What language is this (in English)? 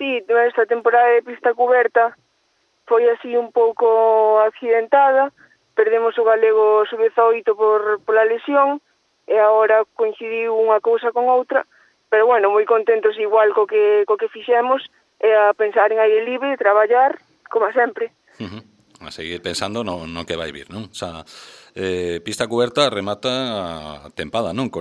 Galician